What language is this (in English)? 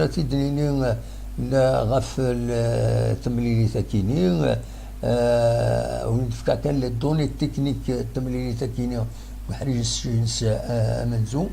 Kabyle